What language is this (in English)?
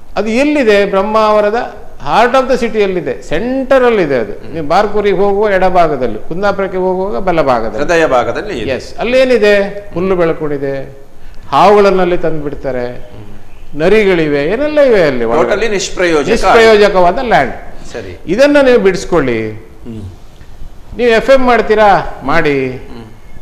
Kannada